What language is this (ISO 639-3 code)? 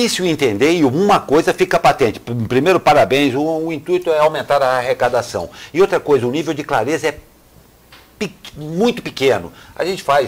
por